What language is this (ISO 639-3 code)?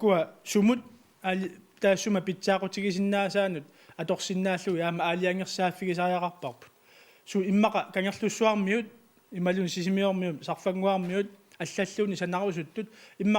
kal